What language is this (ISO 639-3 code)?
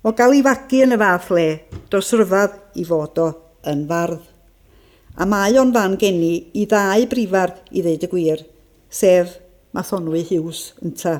cym